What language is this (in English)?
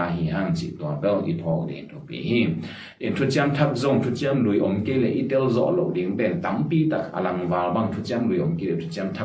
Tedim Chin